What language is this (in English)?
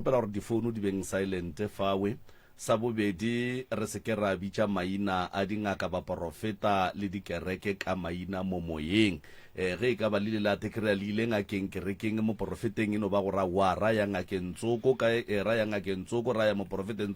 Northern Sotho